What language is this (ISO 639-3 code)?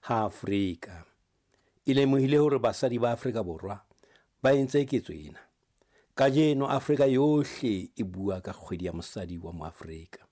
sot